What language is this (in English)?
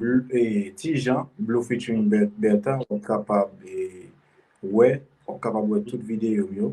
Haitian Creole